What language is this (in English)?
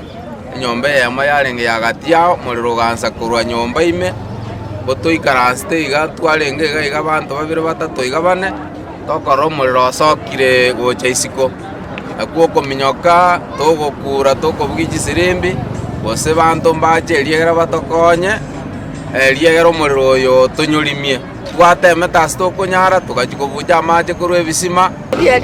Gusii